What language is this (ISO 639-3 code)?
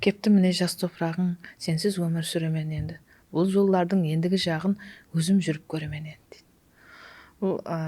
kaa